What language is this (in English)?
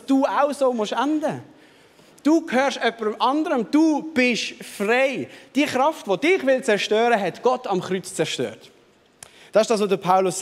Swiss German